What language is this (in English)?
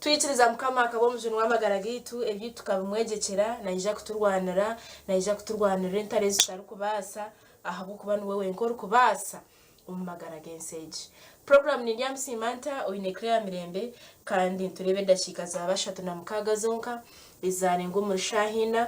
Nyankole